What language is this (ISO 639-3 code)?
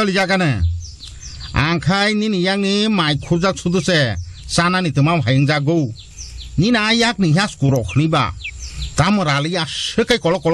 trp